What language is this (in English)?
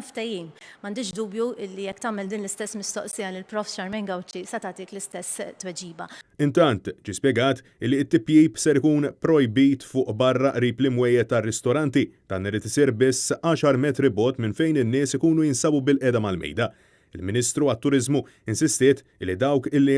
Maltese